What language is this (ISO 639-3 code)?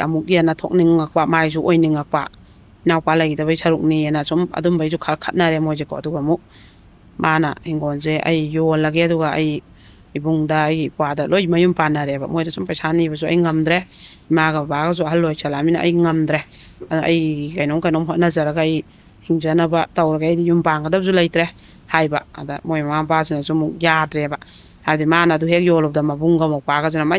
mni